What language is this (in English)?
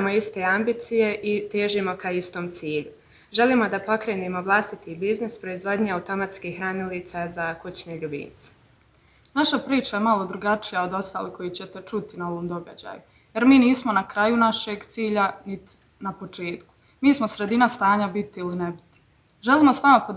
Bosnian